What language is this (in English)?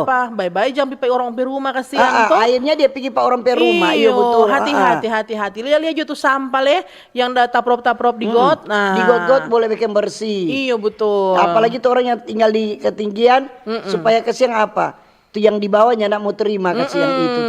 Manado Malay